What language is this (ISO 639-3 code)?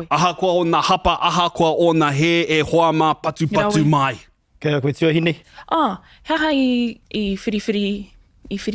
mri